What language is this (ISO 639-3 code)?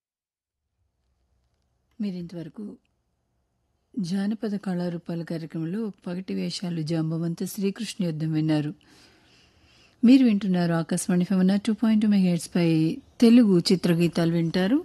tel